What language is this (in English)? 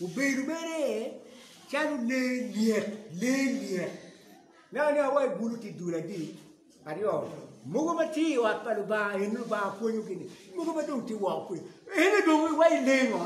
Acoli